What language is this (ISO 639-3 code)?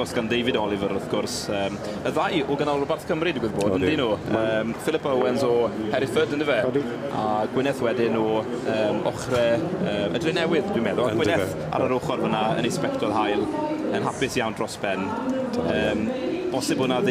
cym